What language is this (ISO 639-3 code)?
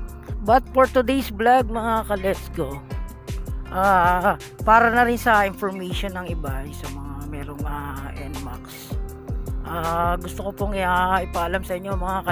fil